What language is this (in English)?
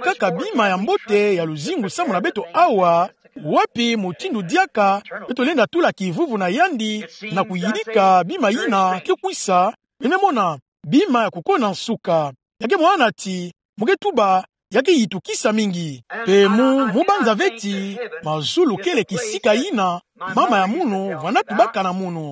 Kituba (Democratic Republic of Congo)